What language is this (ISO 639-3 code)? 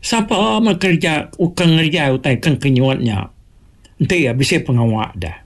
iba